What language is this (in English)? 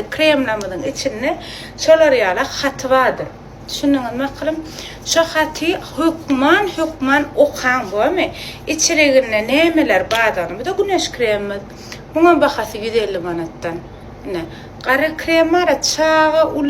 Turkmen